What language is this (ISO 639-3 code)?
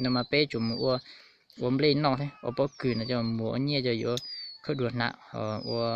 hmn